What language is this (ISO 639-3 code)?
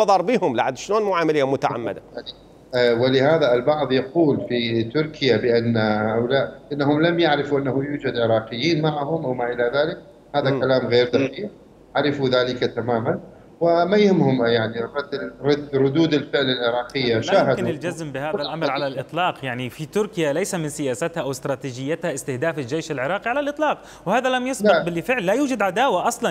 acm